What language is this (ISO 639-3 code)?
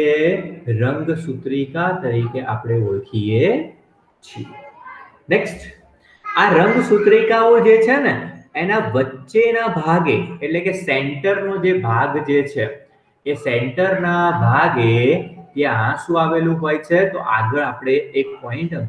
guj